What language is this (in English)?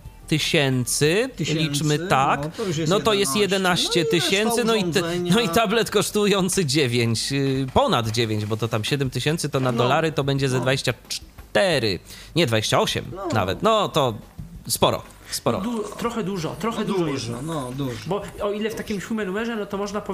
Polish